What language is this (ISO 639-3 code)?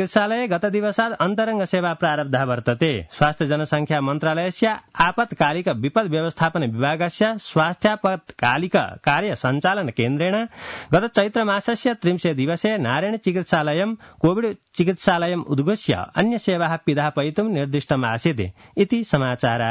san